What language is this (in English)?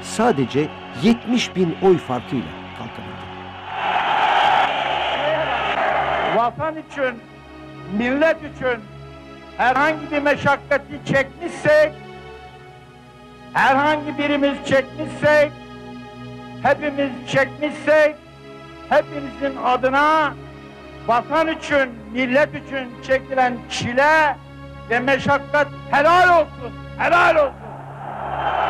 Turkish